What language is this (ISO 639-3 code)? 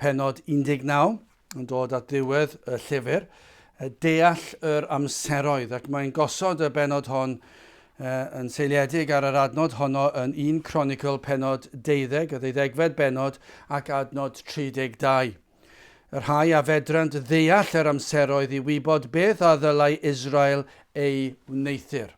cym